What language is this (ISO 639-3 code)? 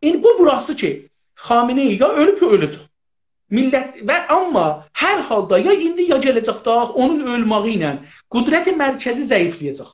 azb